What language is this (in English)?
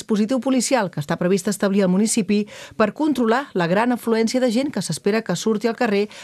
Catalan